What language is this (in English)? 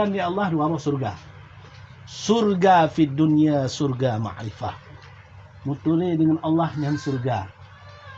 Achinese